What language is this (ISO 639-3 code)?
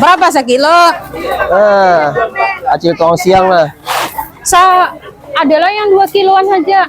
bjn